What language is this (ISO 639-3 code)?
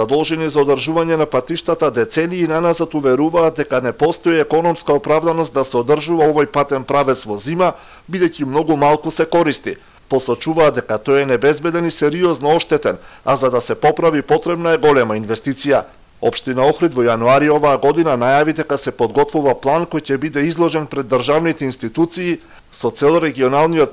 mkd